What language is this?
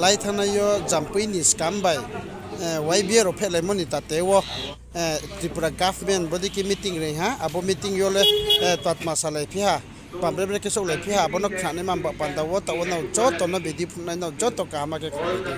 Riang (India)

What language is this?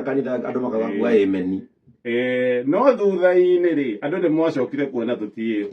Kikuyu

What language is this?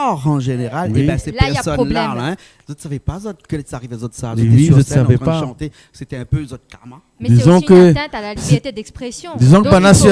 Réunion Creole French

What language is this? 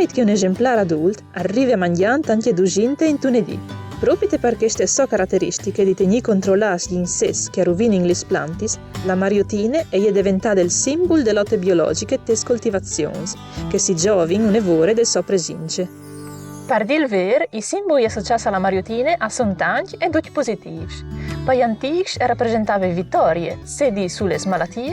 Friulian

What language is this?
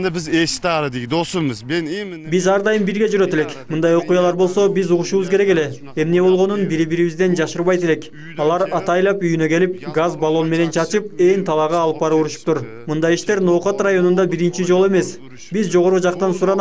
Kyrgyz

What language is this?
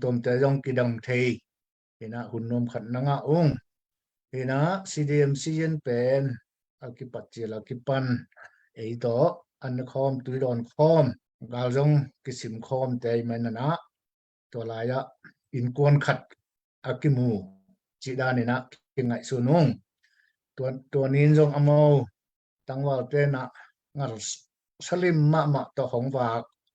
Tedim Chin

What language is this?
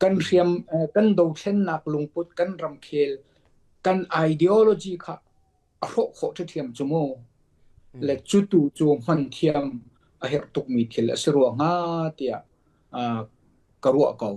Hakha Chin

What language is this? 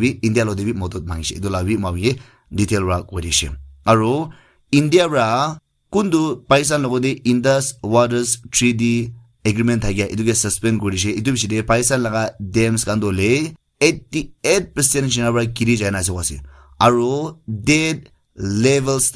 Naga Pidgin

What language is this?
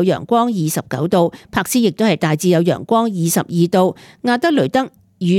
Cantonese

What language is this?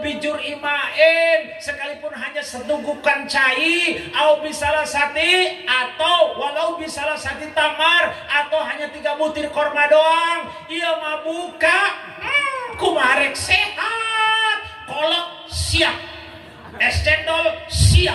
Sundanese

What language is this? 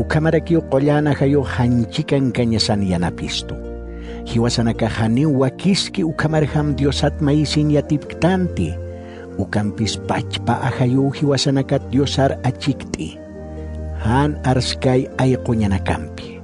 Aymara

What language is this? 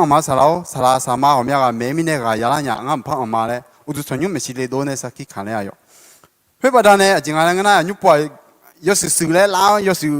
Akha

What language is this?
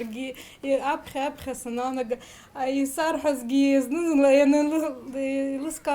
Abkhazian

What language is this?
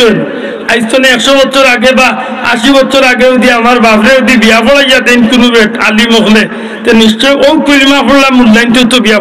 Sylheti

